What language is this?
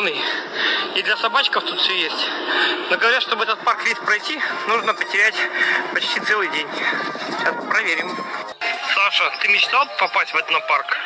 Russian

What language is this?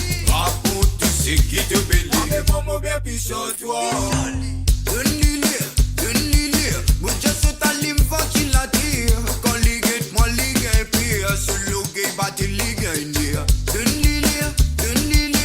Morisyen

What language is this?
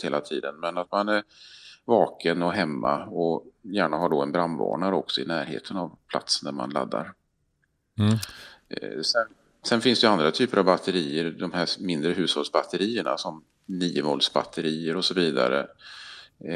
Swedish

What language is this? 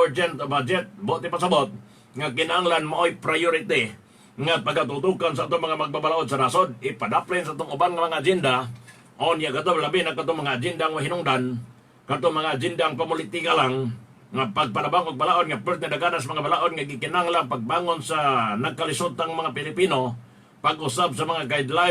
Cebuano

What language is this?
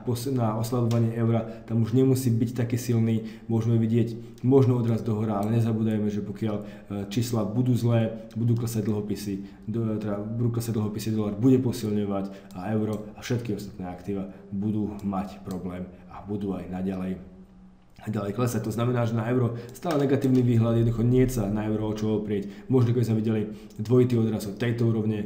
Slovak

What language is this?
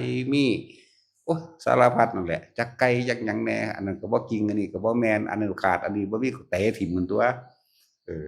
Northeastern Thai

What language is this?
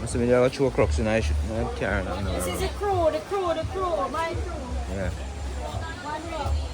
Jamaican Creole English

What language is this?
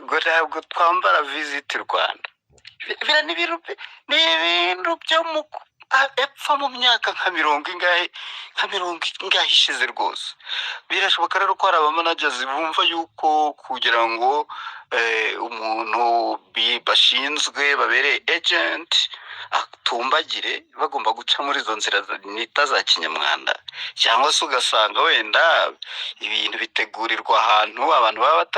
Kinyarwanda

